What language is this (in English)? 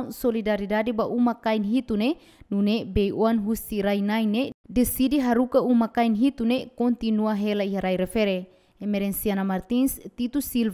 Tetum